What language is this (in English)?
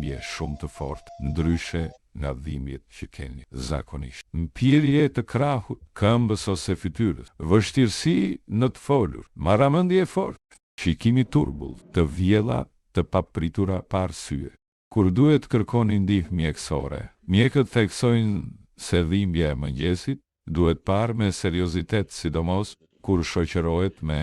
Albanian